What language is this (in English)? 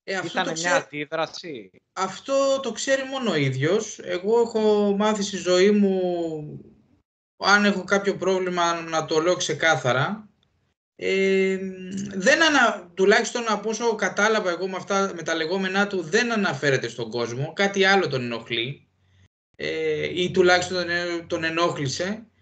Greek